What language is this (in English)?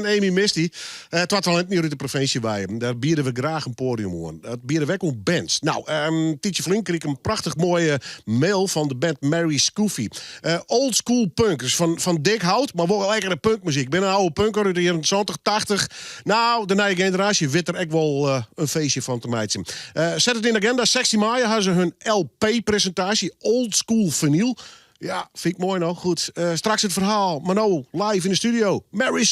Western Frisian